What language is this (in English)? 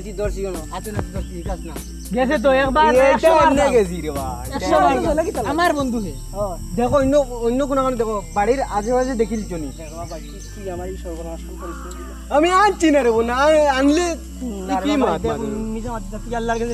Sylheti